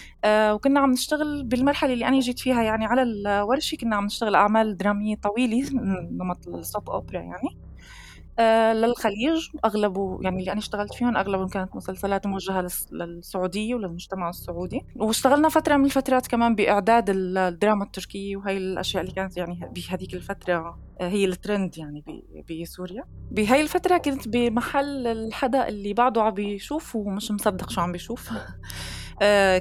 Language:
North Levantine Arabic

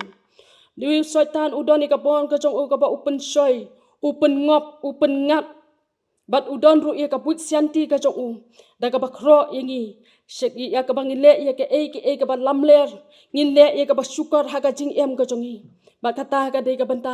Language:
Khasi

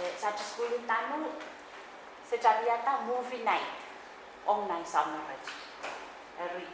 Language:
Pohnpeian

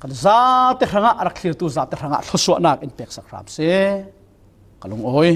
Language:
Falam Chin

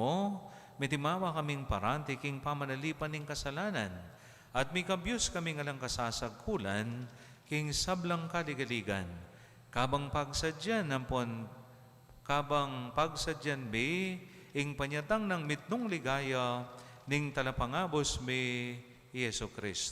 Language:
Pampanga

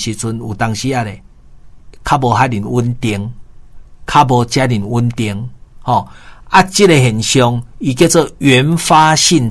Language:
Min Nan Chinese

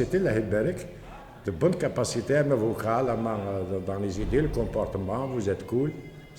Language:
Kabyle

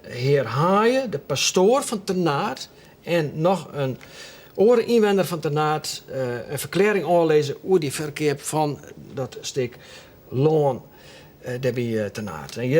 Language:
Western Frisian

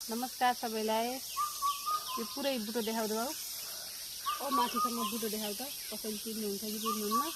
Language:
Nepali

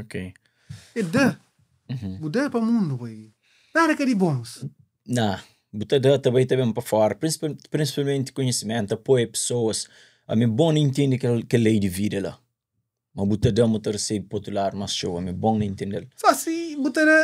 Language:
Kabuverdianu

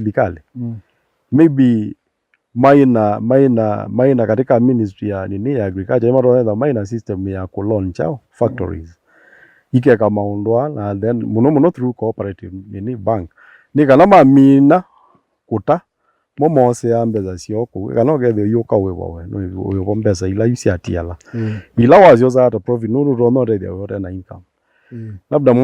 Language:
Kamba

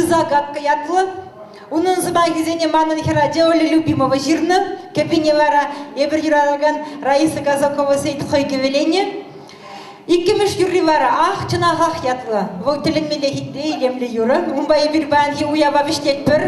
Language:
Chuvash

